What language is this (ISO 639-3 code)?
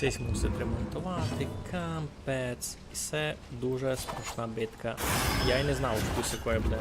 rue